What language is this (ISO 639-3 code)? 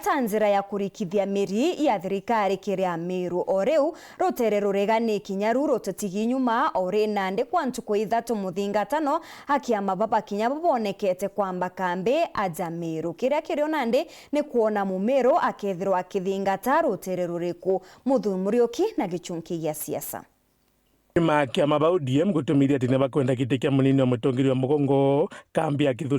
mer